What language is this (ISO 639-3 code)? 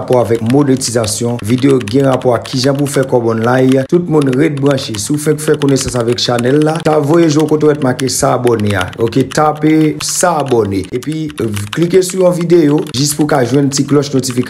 hat